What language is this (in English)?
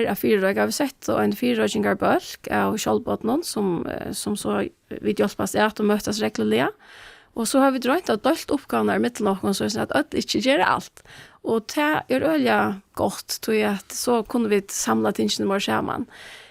Faroese